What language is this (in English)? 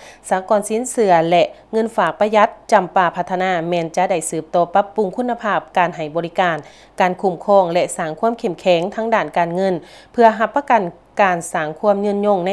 Lao